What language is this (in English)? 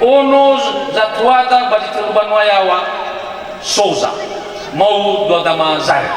Nias